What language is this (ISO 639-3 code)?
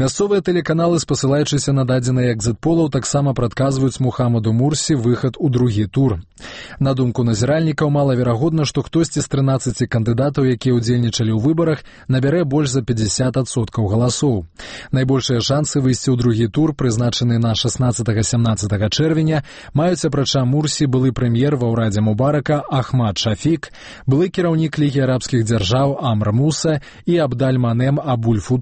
bel